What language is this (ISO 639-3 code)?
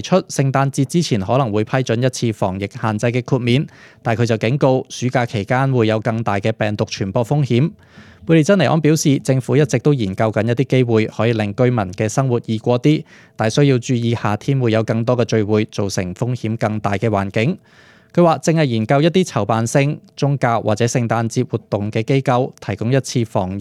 yue